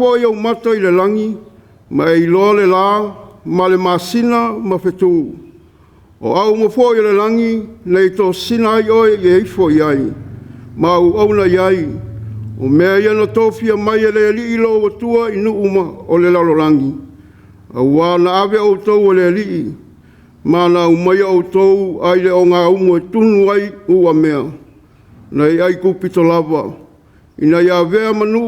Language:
Samoan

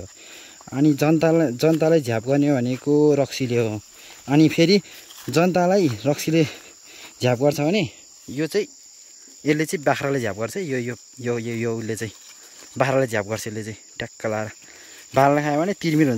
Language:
Nepali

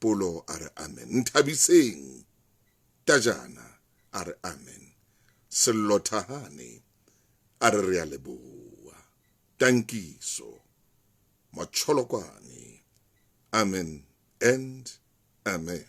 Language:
Southern Sotho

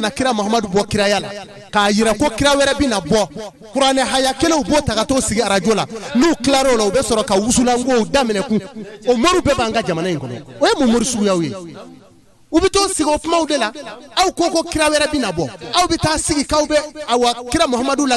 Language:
Bambara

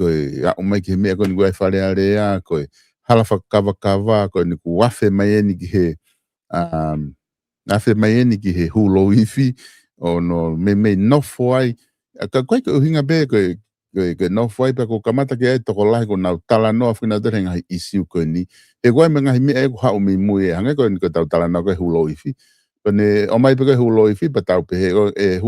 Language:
Tongan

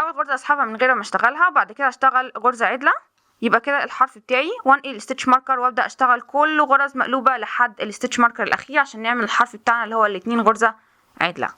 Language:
Egyptian Arabic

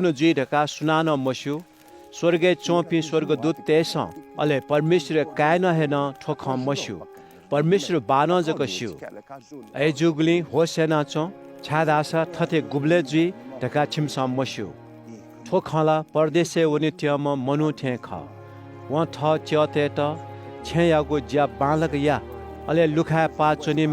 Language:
Newari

